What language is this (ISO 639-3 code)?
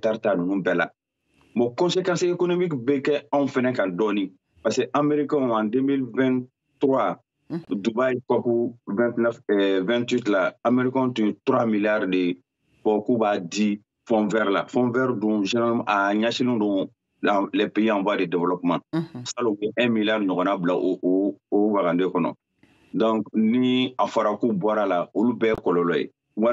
bam